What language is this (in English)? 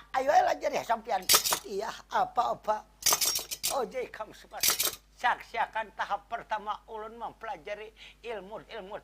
Banjar